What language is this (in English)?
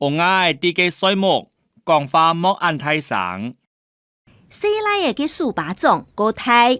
Hakka Chinese